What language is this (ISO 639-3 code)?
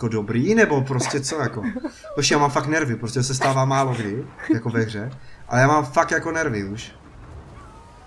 ces